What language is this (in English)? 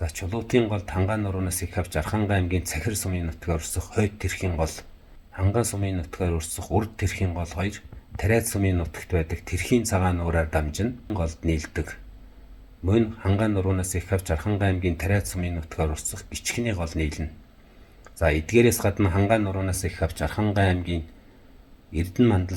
Mongolian